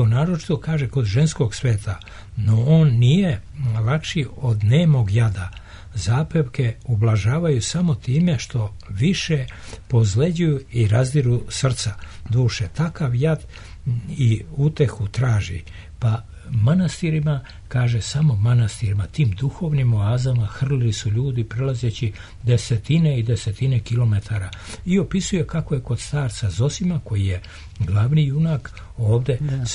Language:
Serbian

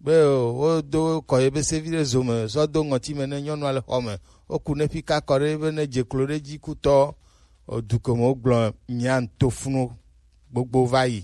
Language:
Gen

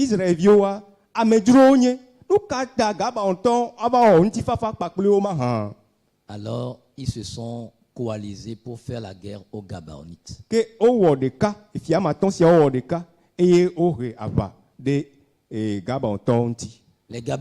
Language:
Ewe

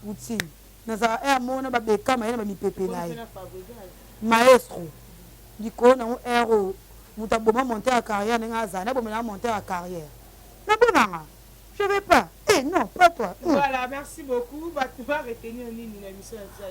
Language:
Lingala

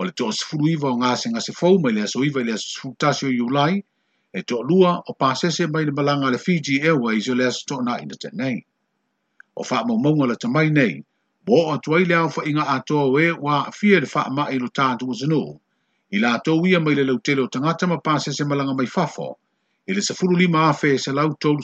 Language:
Samoan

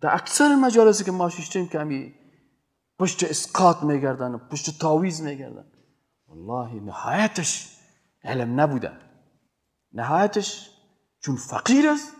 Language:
Persian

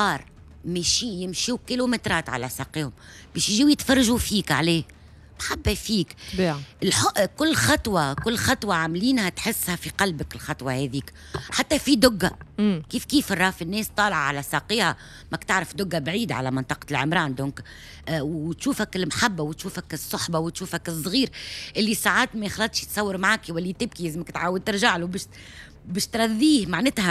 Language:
Tunisian Arabic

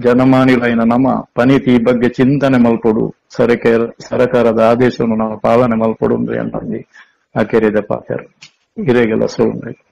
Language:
Tulu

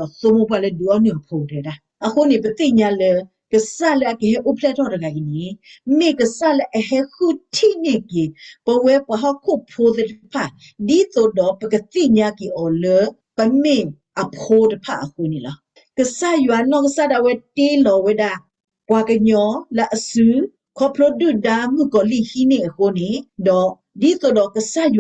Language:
S'gaw Karen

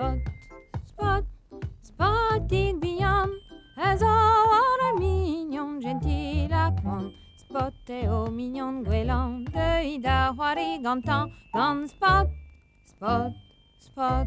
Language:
Breton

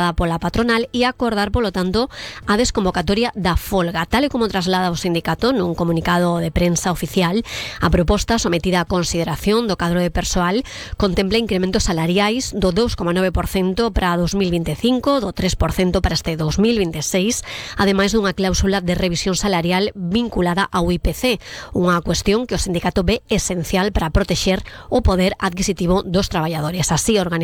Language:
Galician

